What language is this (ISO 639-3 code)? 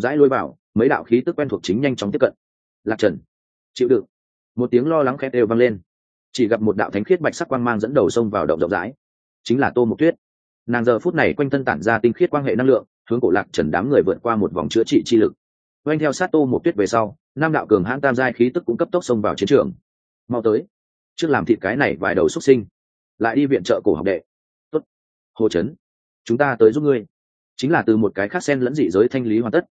vie